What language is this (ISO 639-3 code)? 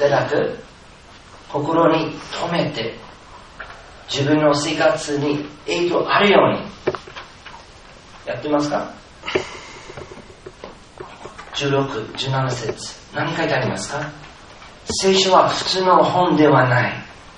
jpn